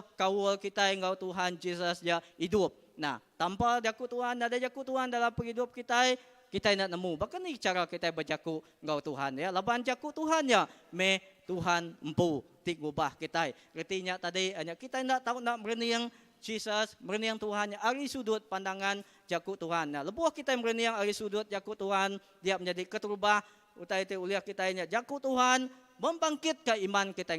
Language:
Iban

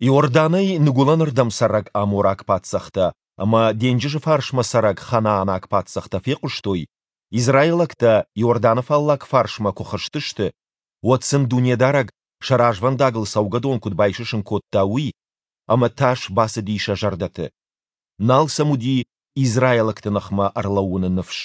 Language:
Ossetic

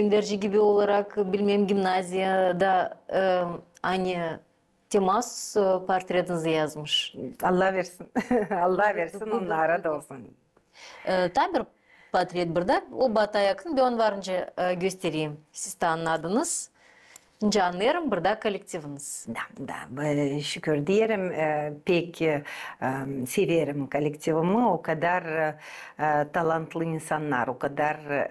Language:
Gagauz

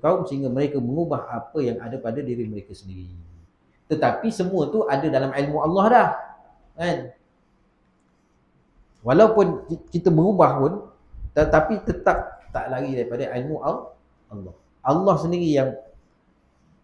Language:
Malay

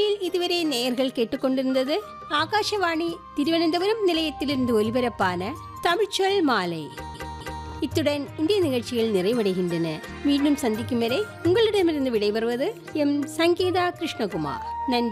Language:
Tamil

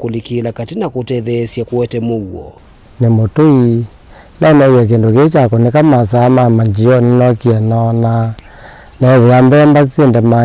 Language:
Kamba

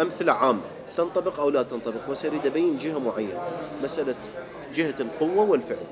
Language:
Mesopotamian Arabic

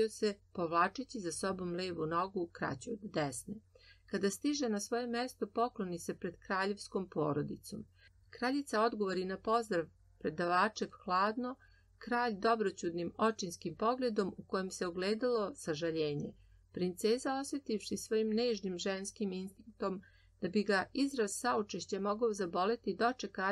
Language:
Serbian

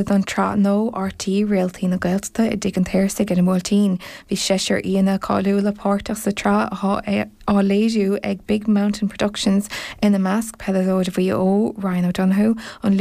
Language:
Irish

